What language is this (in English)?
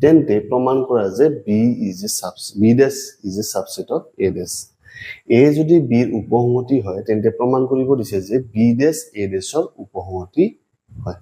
Assamese